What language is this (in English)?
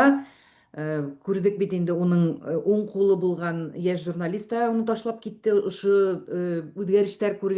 Bashkir